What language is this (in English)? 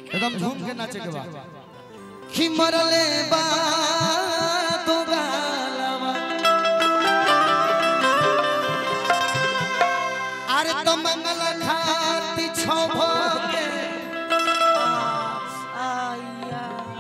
Bhojpuri